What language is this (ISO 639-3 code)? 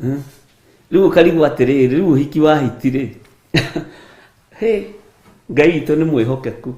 kik